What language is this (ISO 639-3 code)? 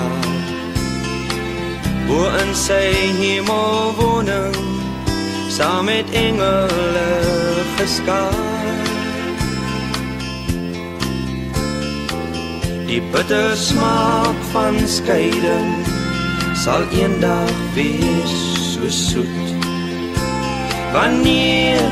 afr